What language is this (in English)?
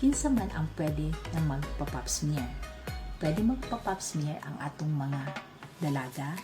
Cebuano